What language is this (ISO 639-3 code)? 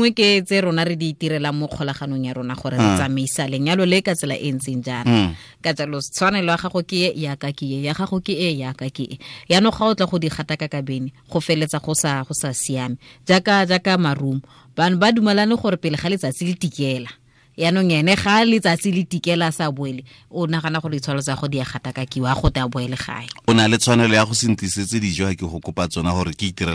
tsn